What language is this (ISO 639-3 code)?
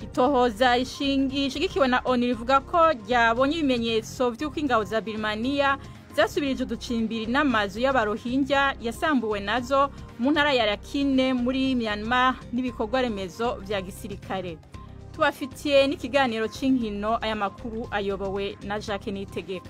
run